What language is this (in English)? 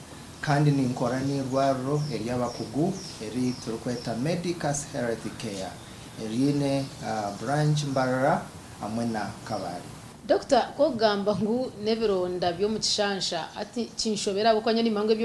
Nyankole